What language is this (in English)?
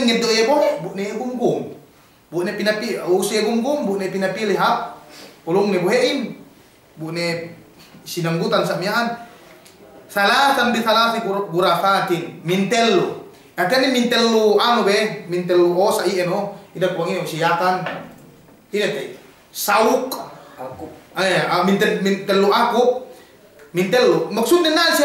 Yakan